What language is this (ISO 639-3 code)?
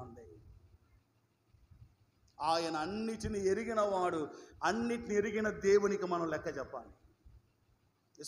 tel